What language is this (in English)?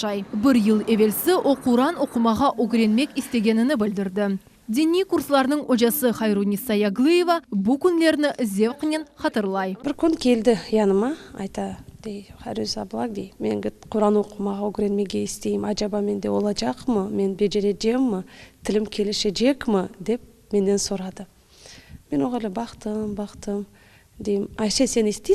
Crimean Tatar